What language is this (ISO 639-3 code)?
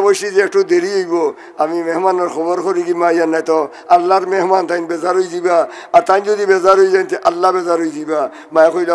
syl